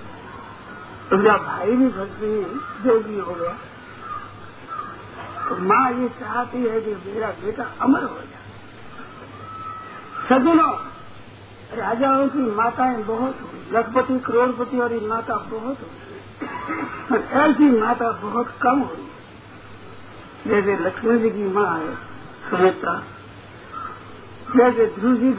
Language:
Hindi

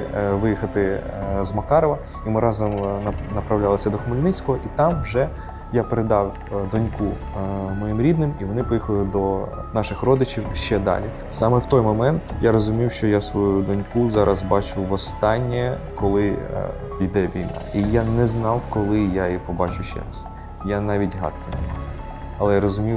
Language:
Ukrainian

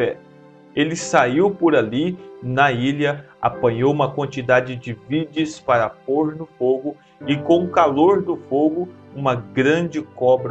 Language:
Portuguese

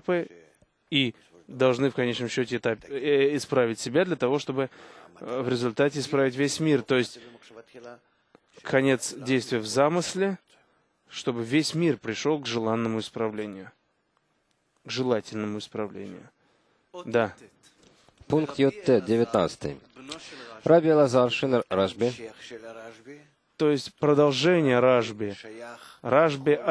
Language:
Russian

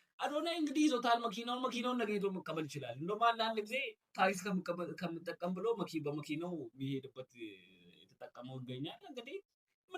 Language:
Amharic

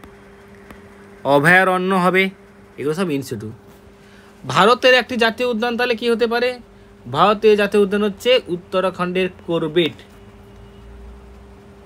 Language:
Bangla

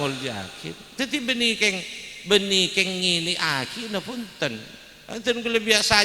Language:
Madurese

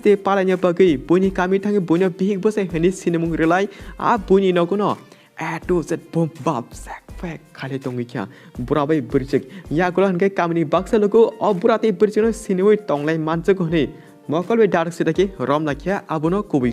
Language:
Kok Borok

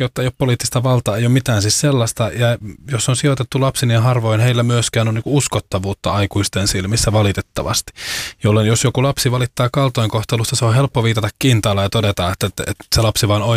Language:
Finnish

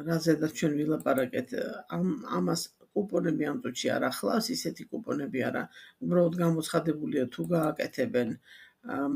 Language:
Georgian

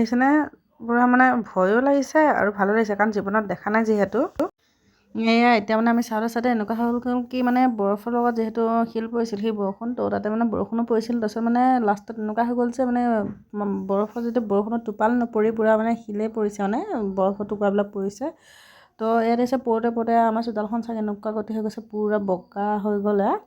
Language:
Assamese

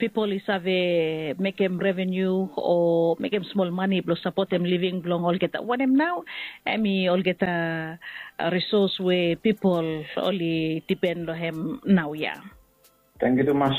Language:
Bislama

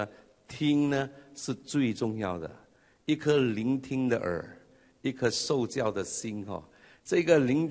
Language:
Chinese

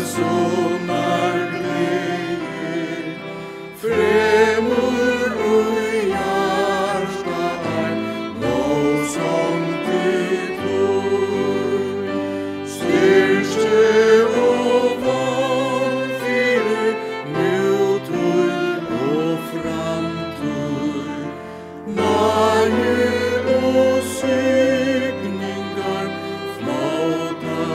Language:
Faroese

